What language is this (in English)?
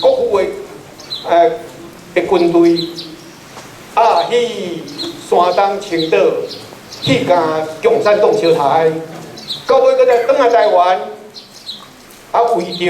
Min Nan Chinese